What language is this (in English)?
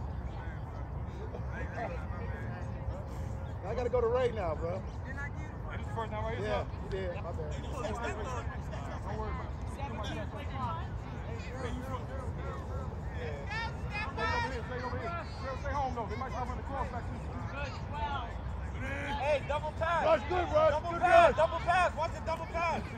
English